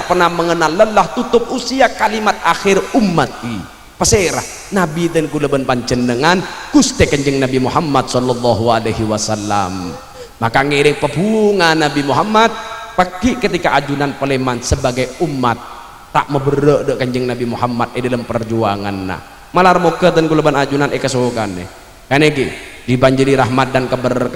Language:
Madurese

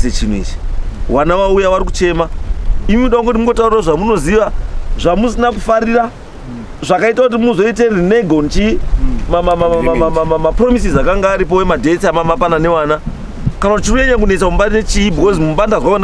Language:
Shona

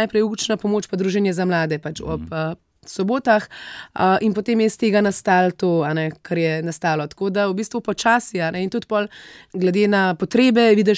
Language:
Slovenian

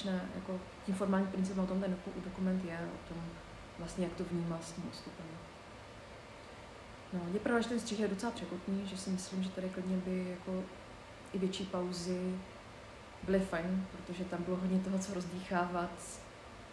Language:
Czech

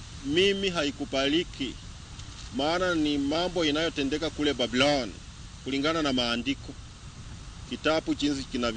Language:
Luo (Kenya and Tanzania)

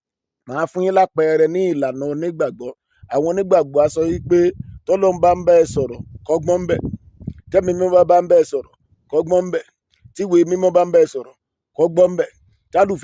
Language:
Yoruba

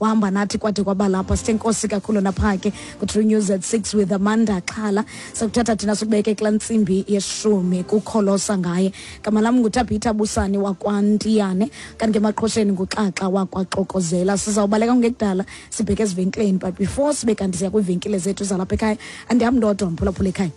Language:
Xhosa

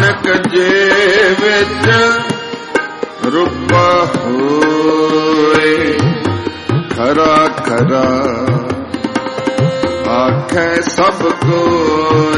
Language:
Punjabi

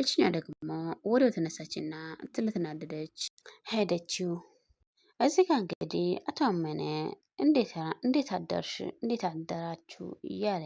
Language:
Amharic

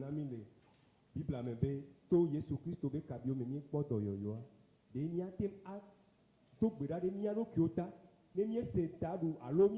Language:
Ewe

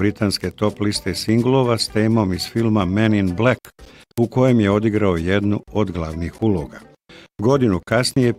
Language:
Bosnian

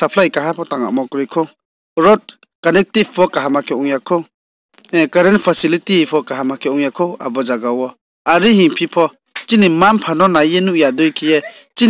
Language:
Riang (India)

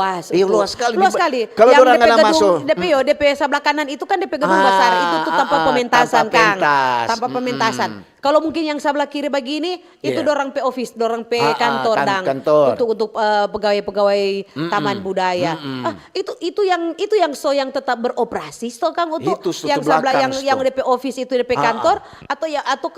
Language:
Manado Malay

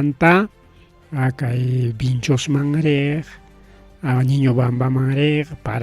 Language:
Ayacucho Quechua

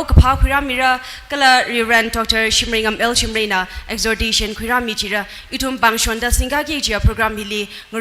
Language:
Tangkhul Naga (India)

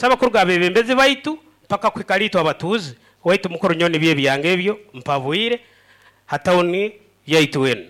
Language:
Nyoro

